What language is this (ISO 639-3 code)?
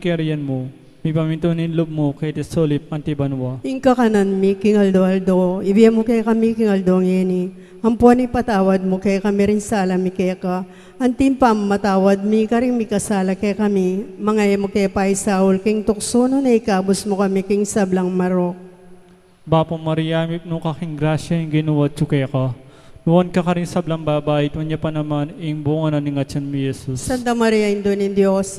pam